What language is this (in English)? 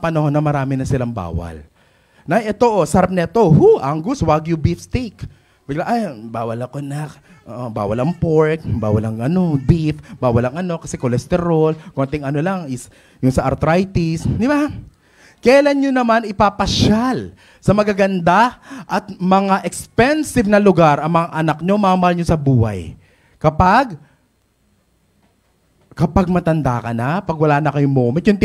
Filipino